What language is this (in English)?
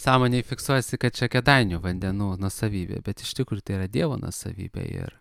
Lithuanian